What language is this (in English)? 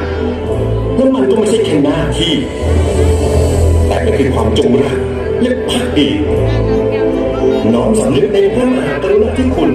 Thai